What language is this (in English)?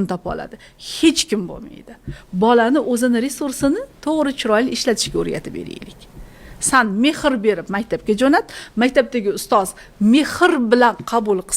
Uzbek